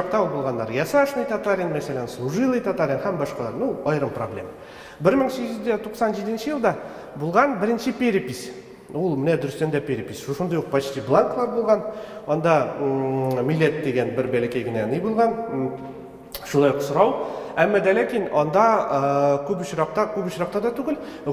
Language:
Tatar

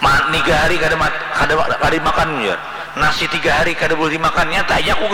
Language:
Banjar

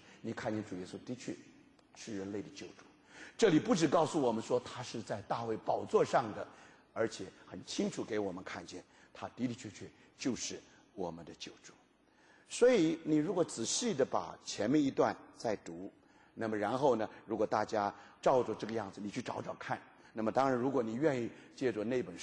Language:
Chinese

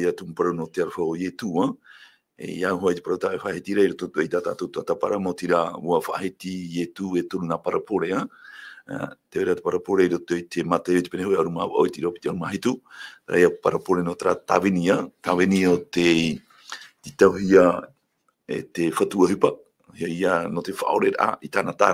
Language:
Tahitian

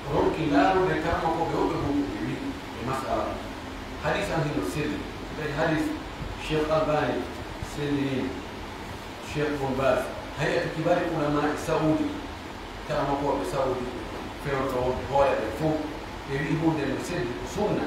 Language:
Pular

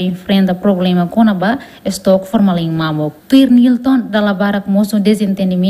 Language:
Tetum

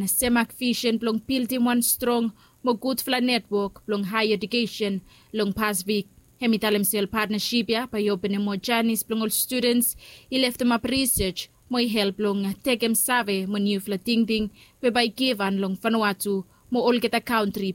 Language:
Bislama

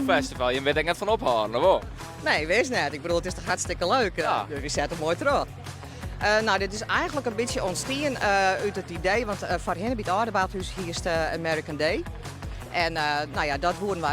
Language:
Western Frisian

